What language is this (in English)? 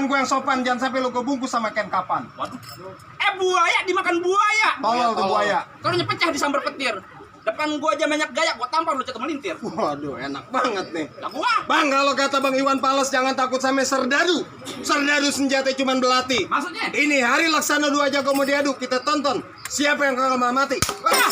Betawi